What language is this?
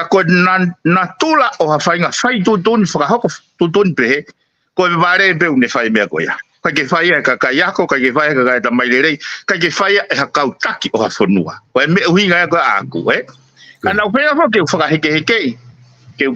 Tongan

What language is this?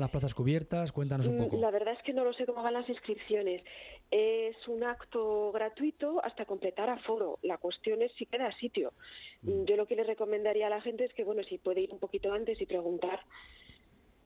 Spanish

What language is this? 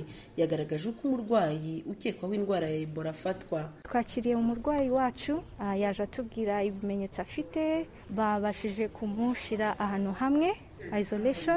Kinyarwanda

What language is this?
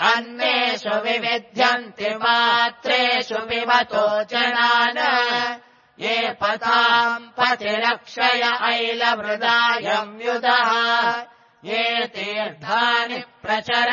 Sanskrit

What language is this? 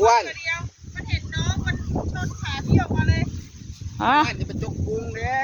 Northeastern Thai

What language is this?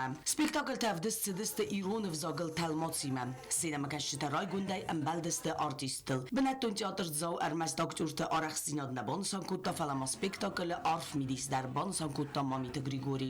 Ossetic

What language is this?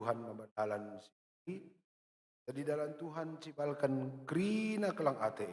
Batak Karo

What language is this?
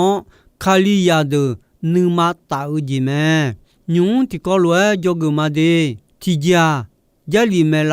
Akha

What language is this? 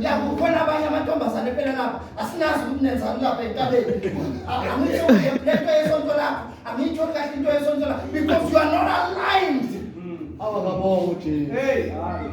Zulu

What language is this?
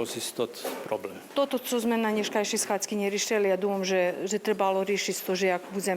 Rusyn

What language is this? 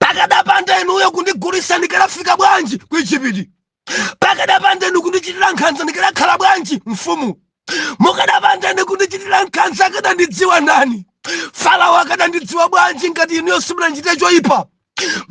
Nyanja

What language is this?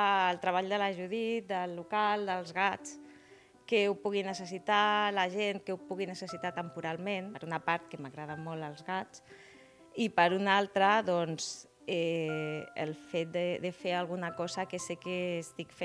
Catalan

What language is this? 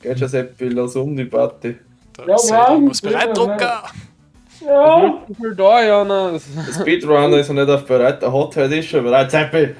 Bavarian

